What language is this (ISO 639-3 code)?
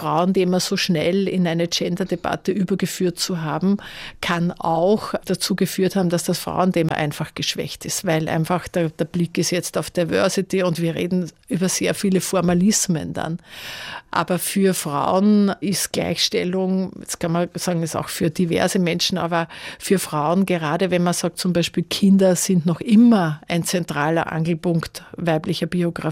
deu